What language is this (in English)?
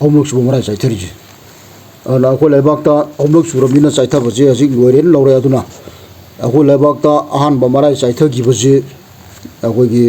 Manipuri